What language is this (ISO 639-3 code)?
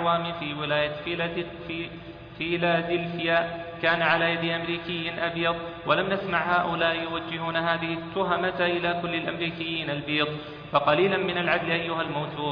ara